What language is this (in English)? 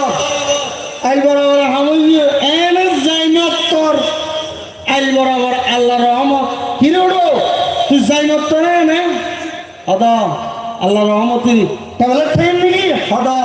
Rohingya